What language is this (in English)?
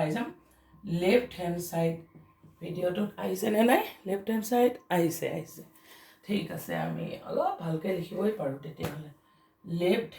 Assamese